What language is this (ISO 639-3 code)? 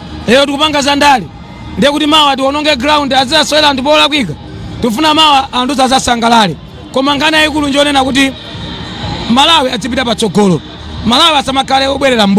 nya